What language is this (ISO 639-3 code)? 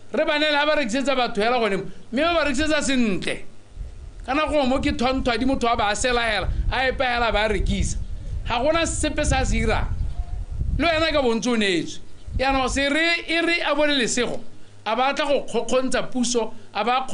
tsn